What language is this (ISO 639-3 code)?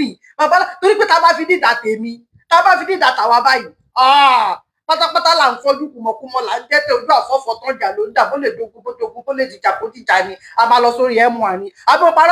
yor